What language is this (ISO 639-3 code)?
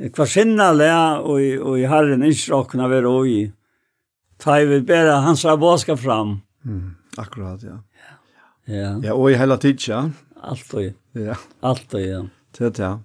fao